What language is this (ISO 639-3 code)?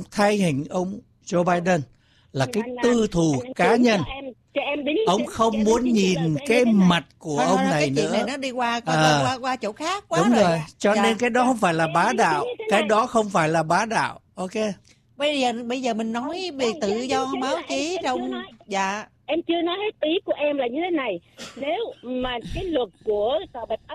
vie